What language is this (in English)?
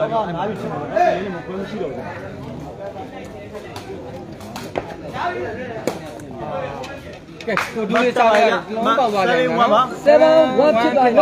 Burmese